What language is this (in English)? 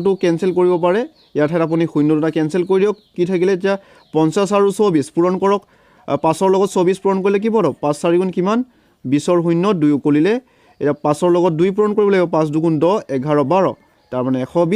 Assamese